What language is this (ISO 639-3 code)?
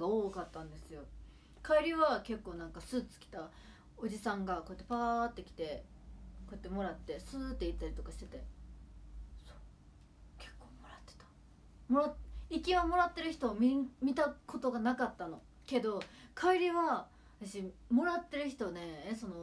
jpn